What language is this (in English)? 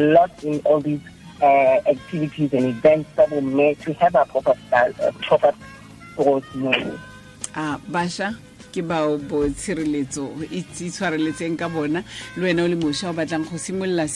Tswana